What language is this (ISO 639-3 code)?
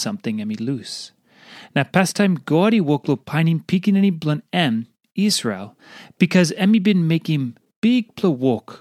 tpi